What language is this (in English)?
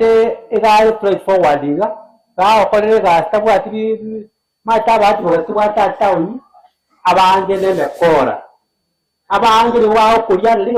Gusii